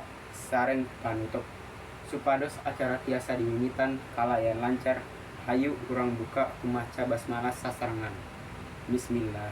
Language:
Sundanese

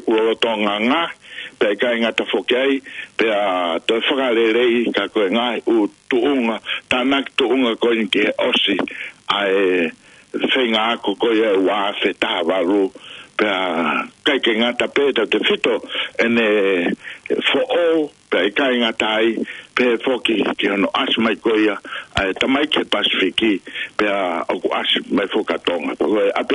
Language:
Tongan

